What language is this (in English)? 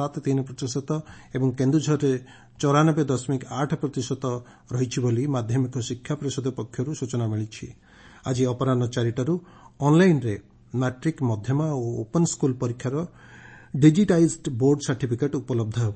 Odia